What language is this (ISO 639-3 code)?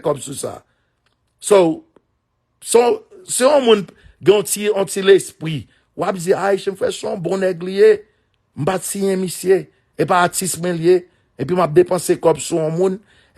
hat